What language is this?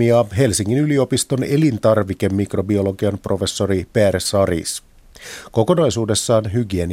Finnish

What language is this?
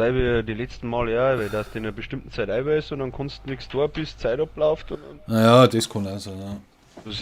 Bavarian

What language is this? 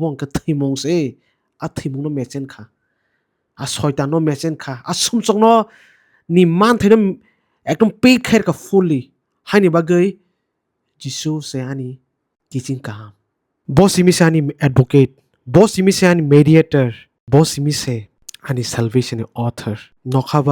Kok Borok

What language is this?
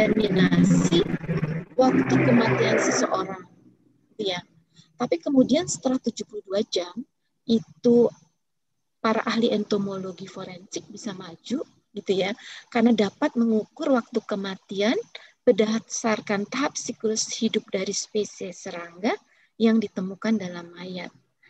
Indonesian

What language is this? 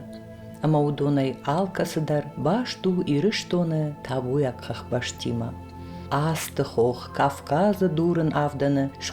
Ossetic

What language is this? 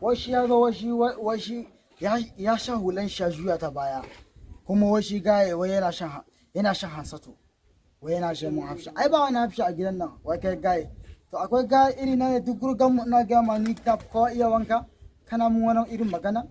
Hausa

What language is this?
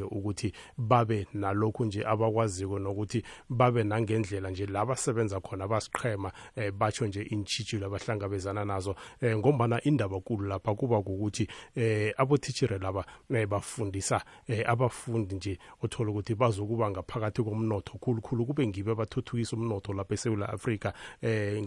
South Ndebele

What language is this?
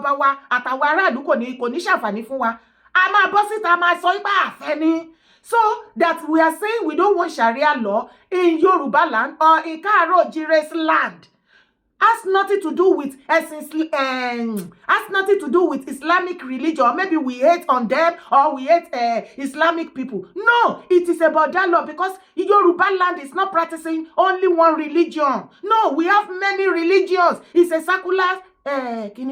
Yoruba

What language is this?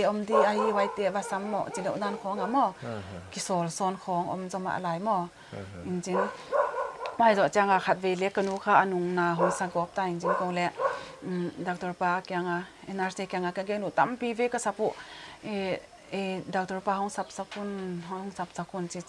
Paite Chin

